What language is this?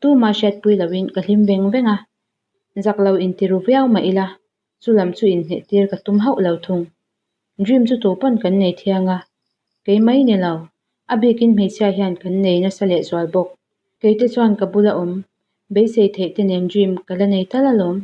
Mizo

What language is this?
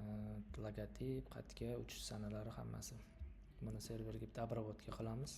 Uzbek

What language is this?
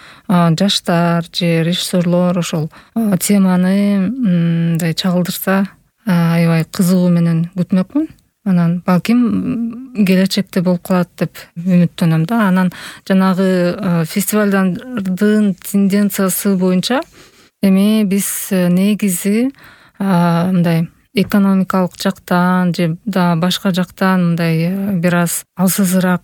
Kyrgyz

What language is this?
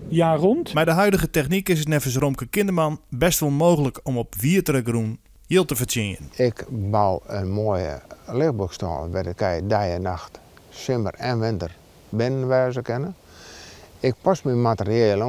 Western Frisian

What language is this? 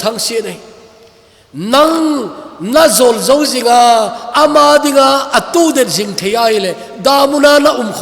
Thado Chin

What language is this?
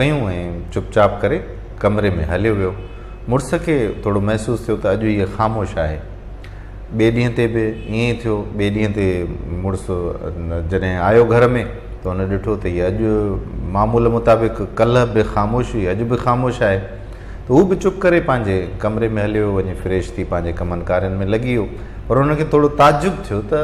Sindhi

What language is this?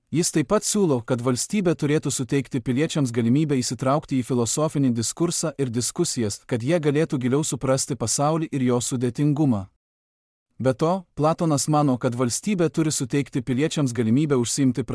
Lithuanian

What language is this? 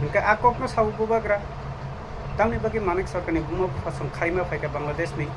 Kok Borok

